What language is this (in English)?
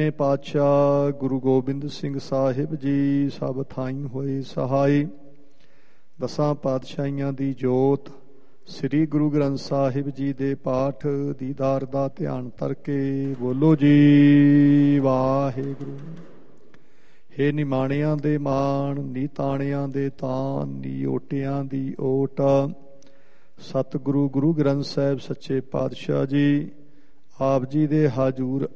Punjabi